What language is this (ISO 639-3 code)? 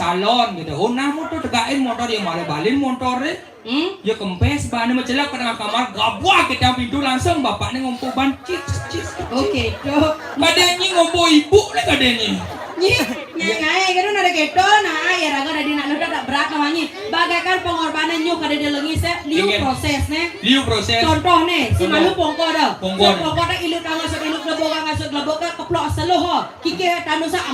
ban